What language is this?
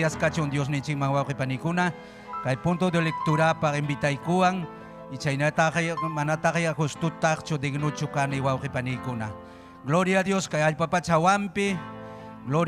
Ayacucho Quechua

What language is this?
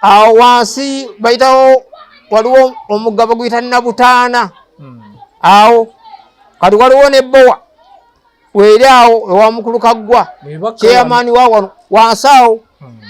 Ganda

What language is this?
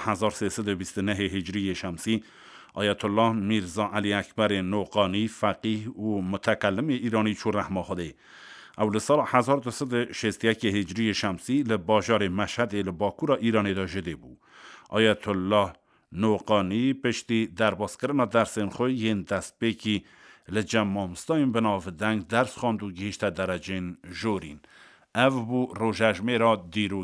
Kurdish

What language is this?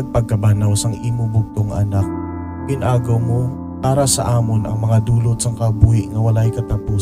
Hiligaynon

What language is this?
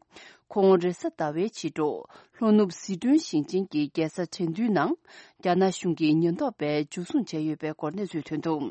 Tibetan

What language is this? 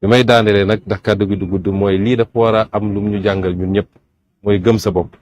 Wolof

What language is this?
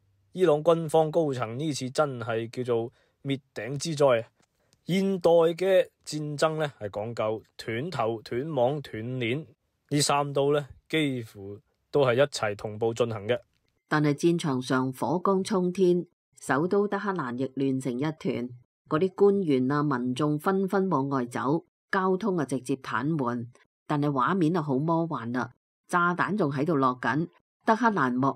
Cantonese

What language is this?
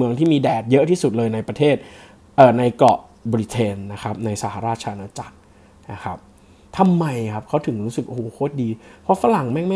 Thai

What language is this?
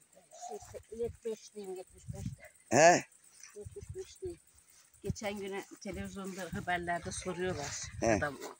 Turkish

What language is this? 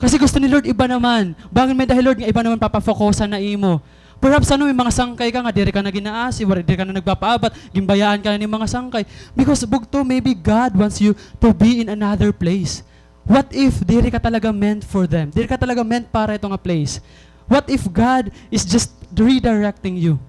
Waray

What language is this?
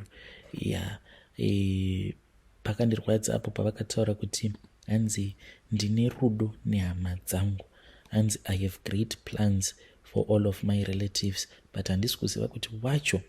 Shona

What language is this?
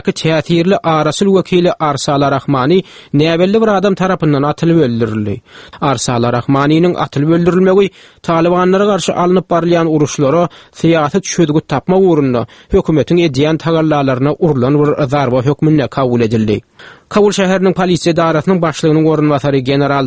Turkmen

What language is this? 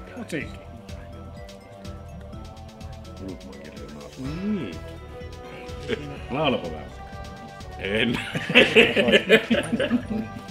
Finnish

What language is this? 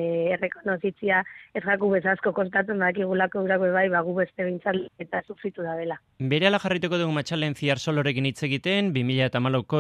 Basque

